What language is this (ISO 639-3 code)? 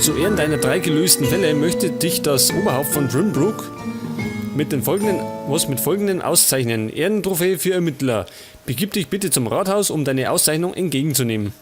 bar